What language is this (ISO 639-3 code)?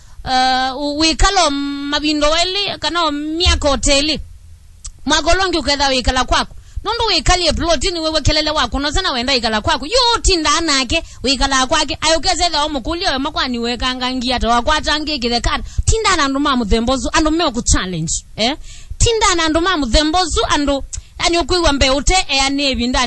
kam